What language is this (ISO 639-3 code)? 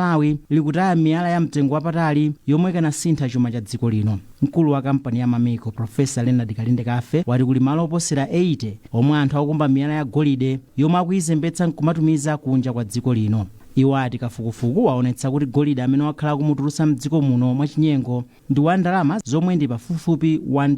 nya